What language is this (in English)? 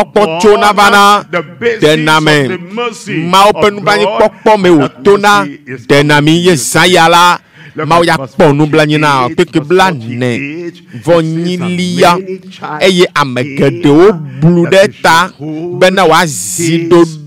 Ewe